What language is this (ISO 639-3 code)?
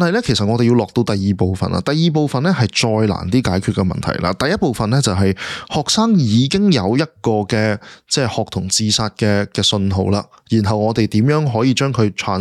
yue